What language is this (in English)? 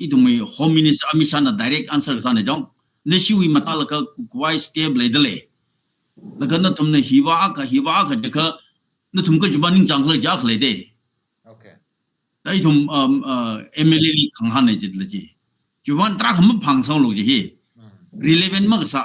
Tangkhul Naga (India)